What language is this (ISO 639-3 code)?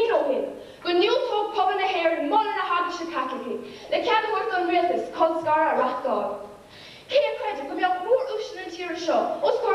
gle